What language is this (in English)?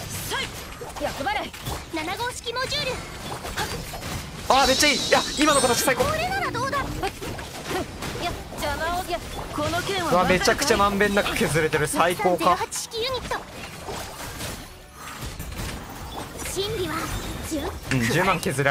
Japanese